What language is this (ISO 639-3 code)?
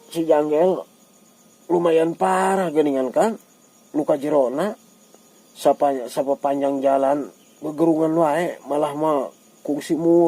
sun